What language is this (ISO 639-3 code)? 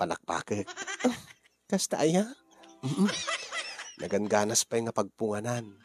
ilo